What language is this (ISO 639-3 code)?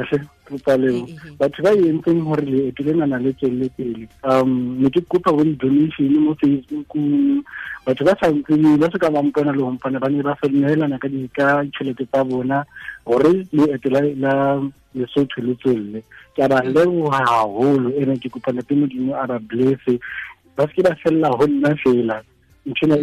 tsn